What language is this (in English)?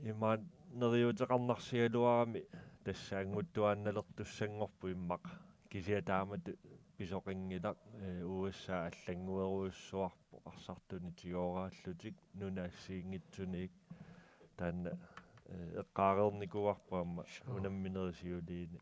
Kalaallisut